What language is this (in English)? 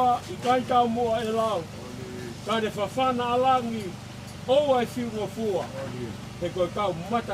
Tongan